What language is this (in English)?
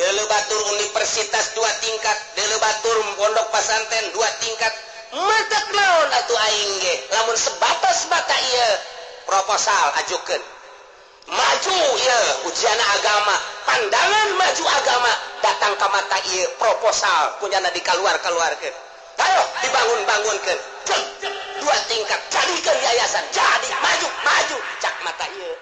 Sundanese